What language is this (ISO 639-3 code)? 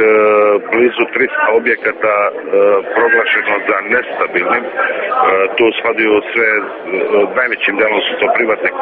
srp